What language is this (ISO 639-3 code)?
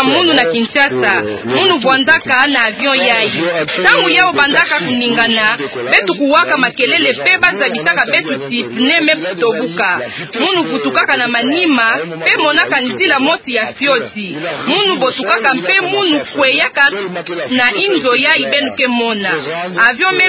ktu